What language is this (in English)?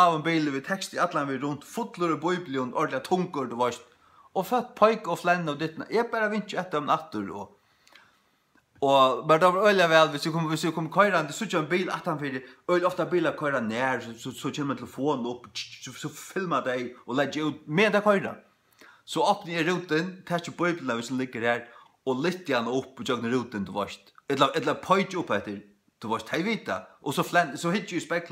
Faroese